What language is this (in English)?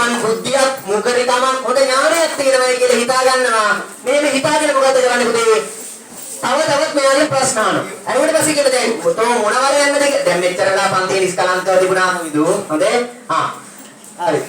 Sinhala